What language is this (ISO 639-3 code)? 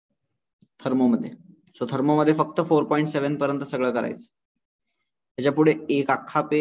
mar